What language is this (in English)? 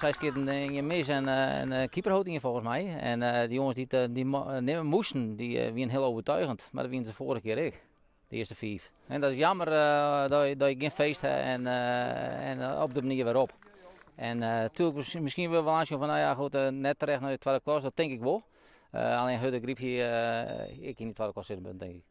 Western Frisian